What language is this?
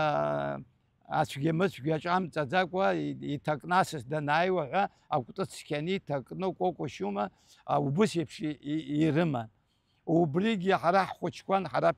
Abkhazian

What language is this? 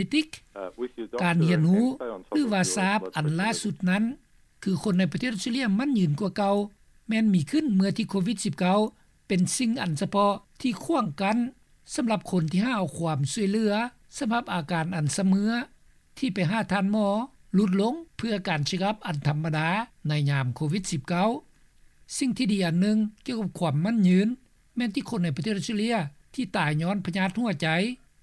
Lao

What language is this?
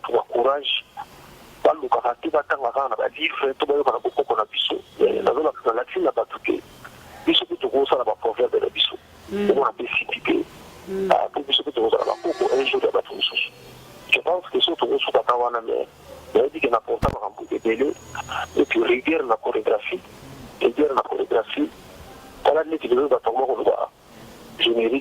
Lingala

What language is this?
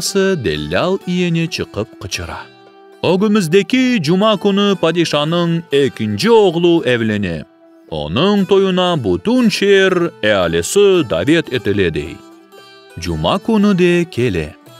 Crimean Tatar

